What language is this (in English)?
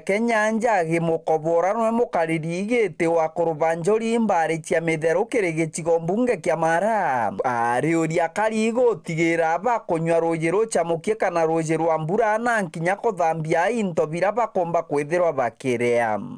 Meru